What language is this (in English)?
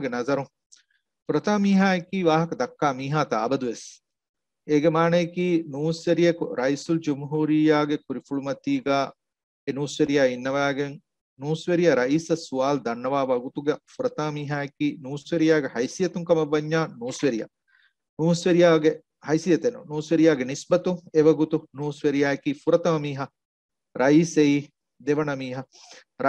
Divehi